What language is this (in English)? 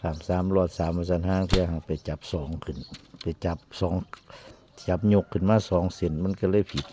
Northeastern Thai